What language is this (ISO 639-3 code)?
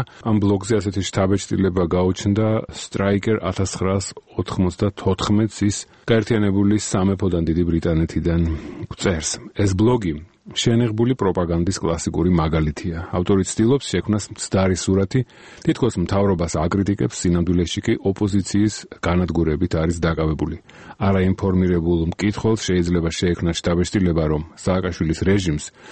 kat